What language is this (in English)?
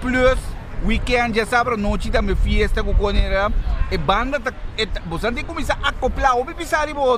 Papiamento